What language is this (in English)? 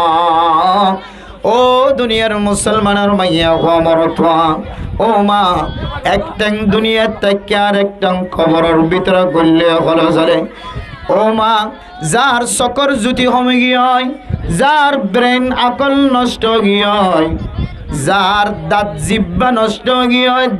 Rohingya